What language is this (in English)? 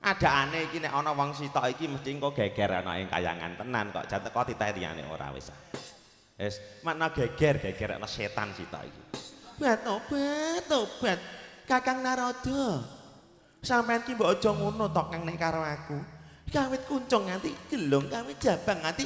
Javanese